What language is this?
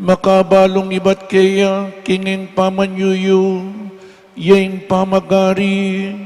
Pampanga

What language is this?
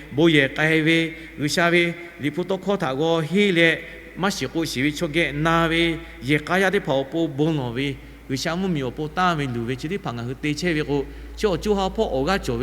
Lahu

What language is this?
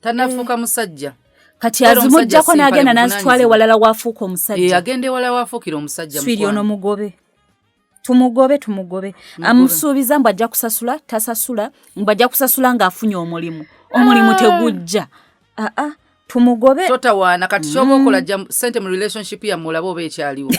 Ganda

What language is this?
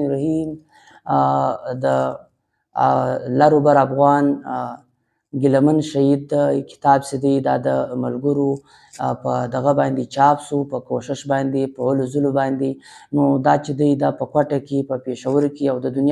Pashto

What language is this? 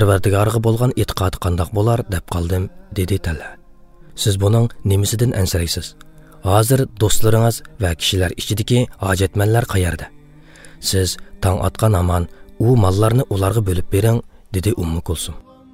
Uyghur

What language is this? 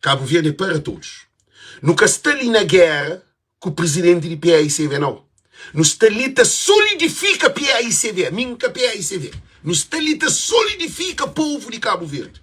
Kabuverdianu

